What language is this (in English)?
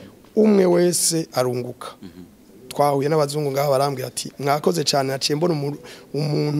Rundi